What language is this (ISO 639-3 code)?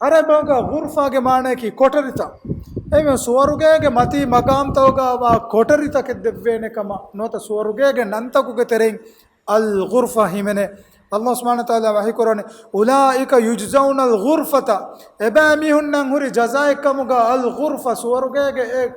div